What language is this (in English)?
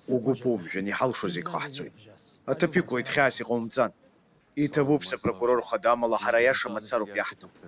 Abkhazian